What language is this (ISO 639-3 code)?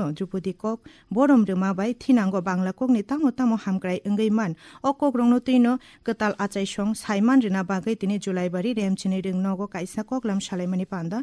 trp